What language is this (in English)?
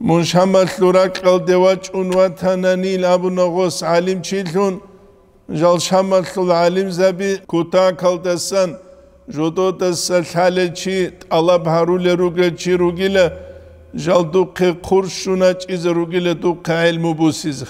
Avaric